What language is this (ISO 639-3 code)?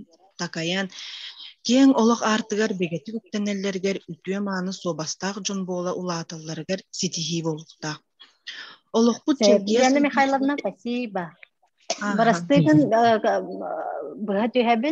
sah